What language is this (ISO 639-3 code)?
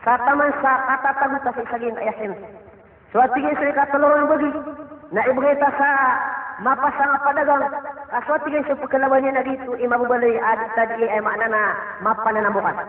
mrw